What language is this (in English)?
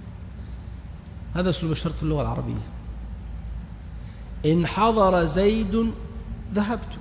Arabic